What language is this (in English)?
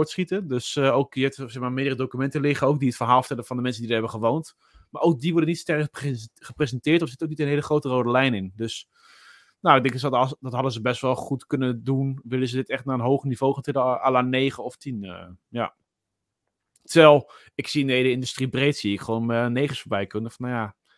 Dutch